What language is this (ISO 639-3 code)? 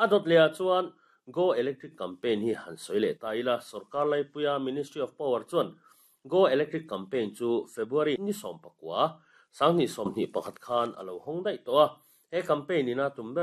lus